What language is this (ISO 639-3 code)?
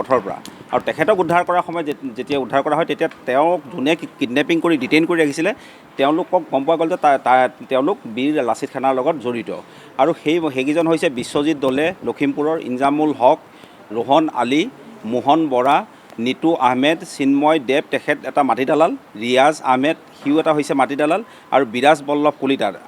asm